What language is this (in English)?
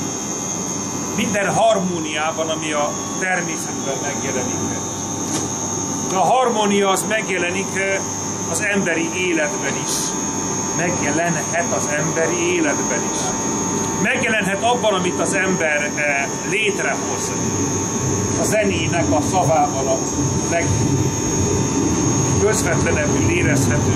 Hungarian